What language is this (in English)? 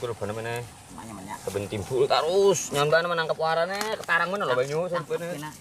Banjar